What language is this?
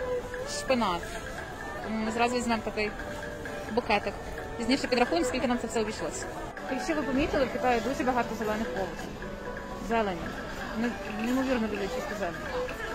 Ukrainian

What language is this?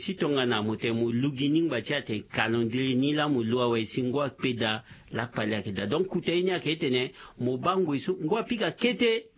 Sango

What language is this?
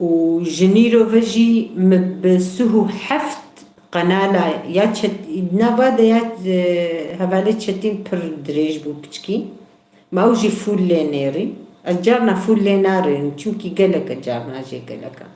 Kurdish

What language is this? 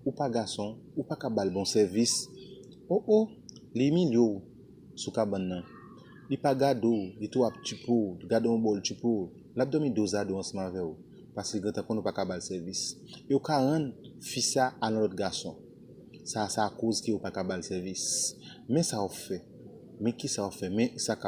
Haitian Creole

